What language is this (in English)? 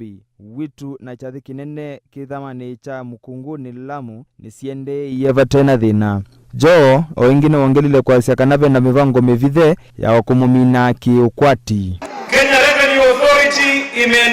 Kamba